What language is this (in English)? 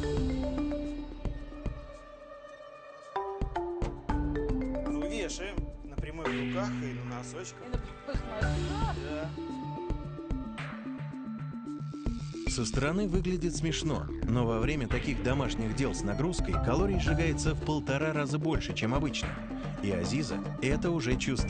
Russian